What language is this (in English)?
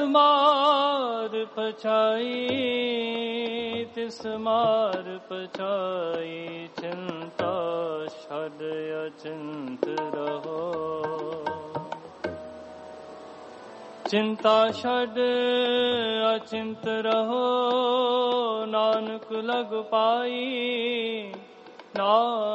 Punjabi